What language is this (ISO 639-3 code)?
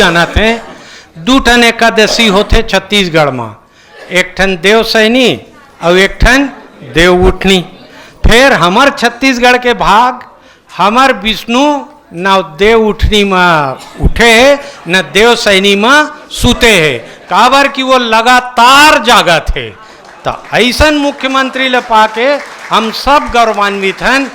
hne